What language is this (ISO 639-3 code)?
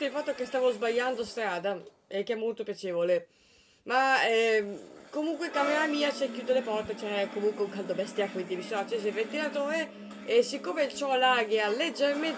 ita